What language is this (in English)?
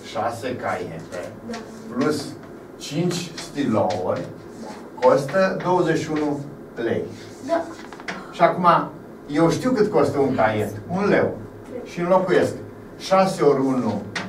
Romanian